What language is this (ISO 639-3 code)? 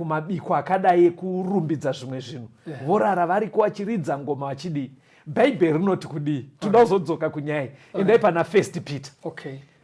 sna